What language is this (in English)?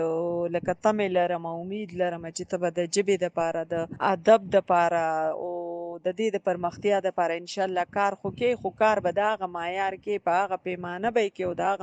Pashto